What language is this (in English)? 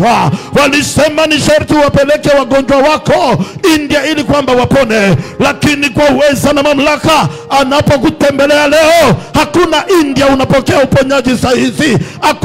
Swahili